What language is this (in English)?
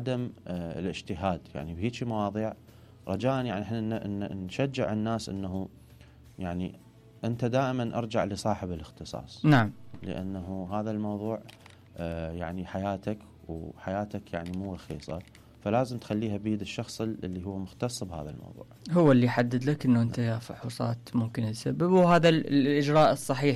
Mesopotamian Arabic